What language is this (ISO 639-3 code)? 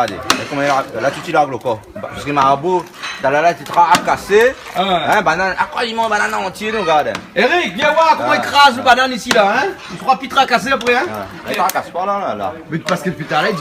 rcf